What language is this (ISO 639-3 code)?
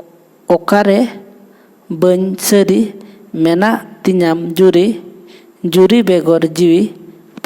sat